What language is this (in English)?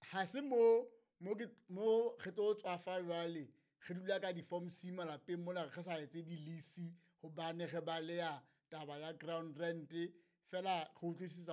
Southern Sotho